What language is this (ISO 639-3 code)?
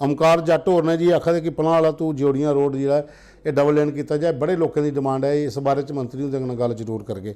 doi